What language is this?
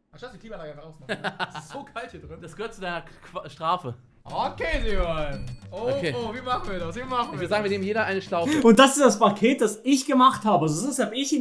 Swiss German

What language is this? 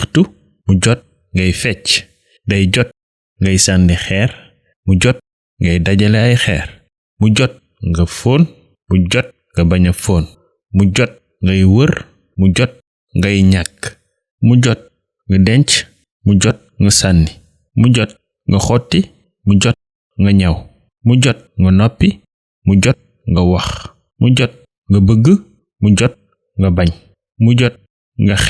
Wolof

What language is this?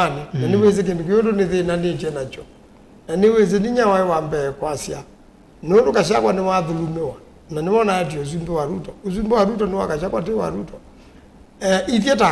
Kamba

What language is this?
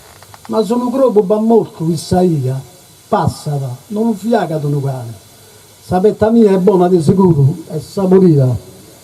Sardinian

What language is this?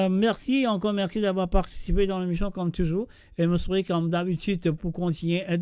Morisyen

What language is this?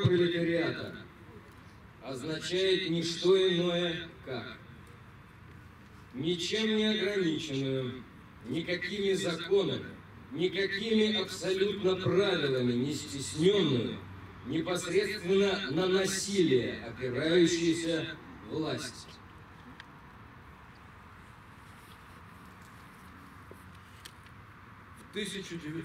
Russian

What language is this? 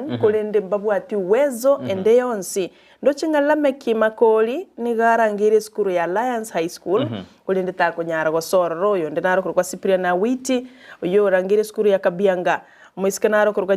Gusii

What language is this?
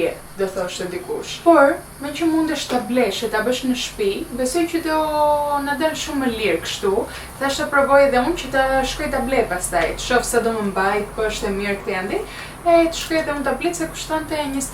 Albanian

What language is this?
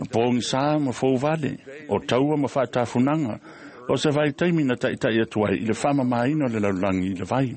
Samoan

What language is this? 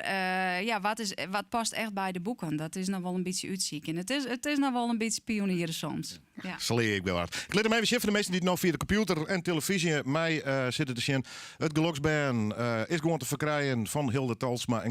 Western Frisian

